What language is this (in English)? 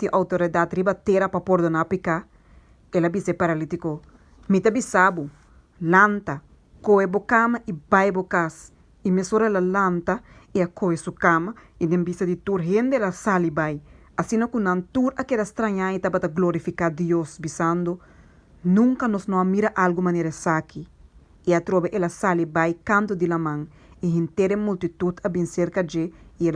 Papiamento